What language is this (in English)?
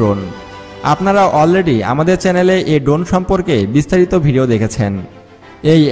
Bangla